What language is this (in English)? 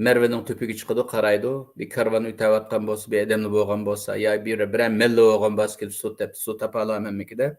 Uyghur